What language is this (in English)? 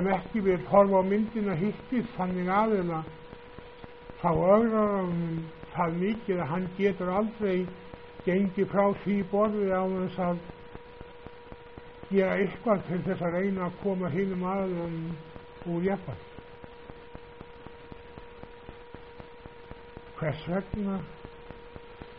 Icelandic